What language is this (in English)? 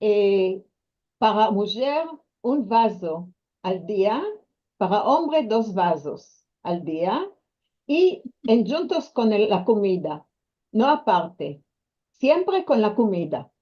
Ladino